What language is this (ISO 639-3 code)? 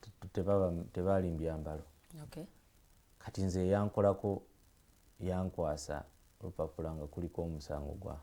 lug